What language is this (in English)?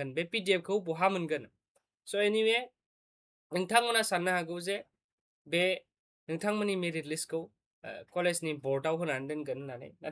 Bodo